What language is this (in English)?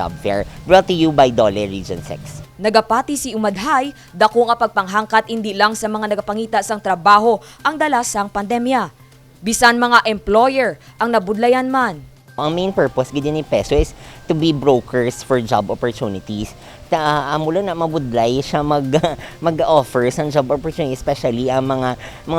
Hiligaynon